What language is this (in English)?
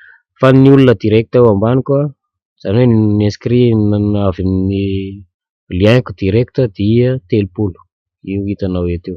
Malagasy